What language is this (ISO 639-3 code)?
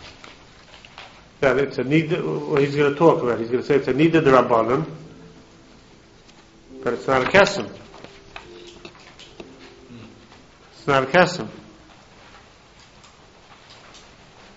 eng